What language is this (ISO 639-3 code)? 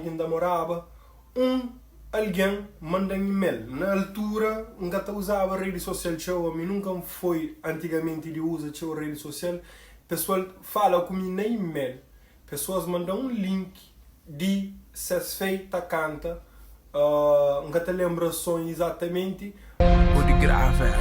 kea